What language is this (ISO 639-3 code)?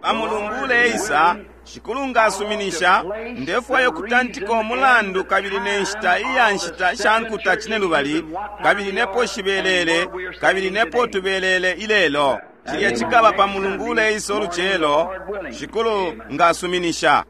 bem